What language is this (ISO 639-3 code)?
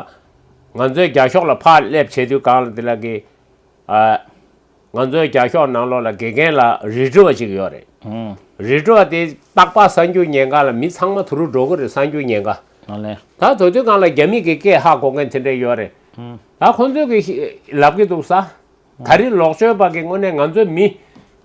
bod